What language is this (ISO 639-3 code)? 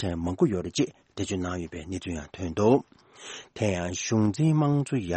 bod